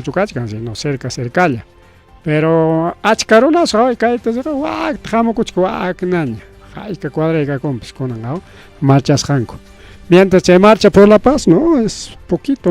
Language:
Ayacucho Quechua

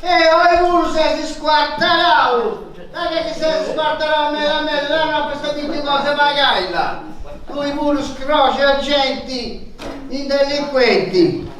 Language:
Sardinian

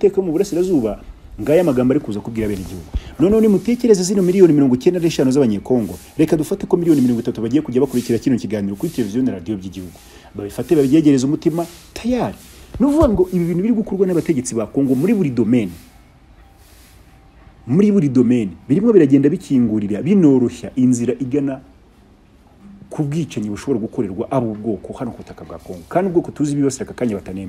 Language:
Kinyarwanda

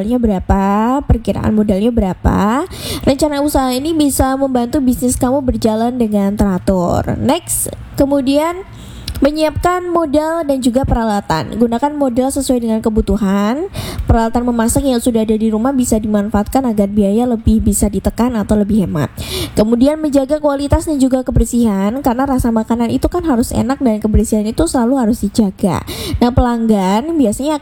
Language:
Indonesian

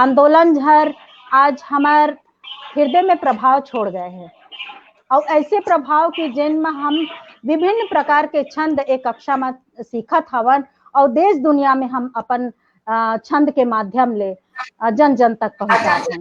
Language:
Chhattisgarhi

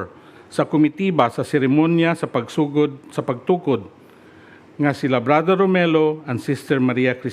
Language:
Cebuano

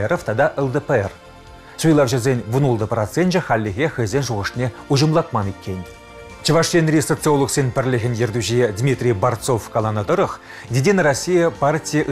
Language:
Chuvash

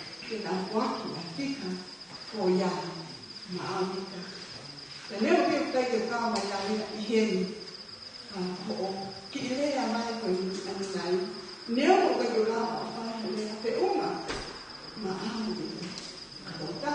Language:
Tongan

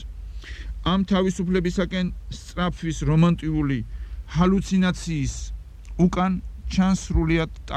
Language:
Georgian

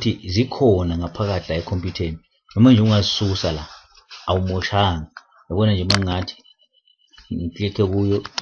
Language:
Zulu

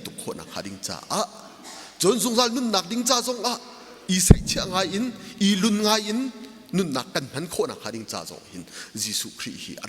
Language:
Hakha Chin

